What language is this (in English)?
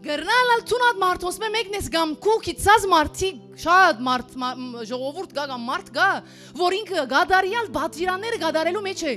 Western Armenian